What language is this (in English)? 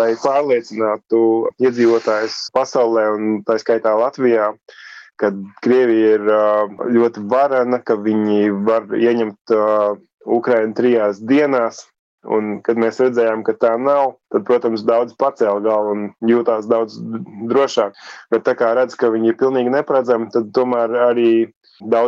Latvian